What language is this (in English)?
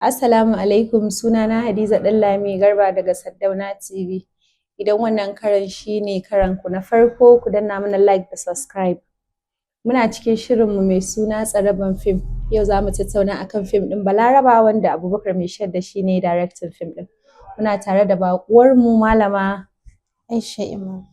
Hausa